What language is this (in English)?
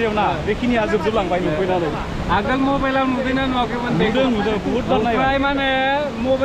Bodo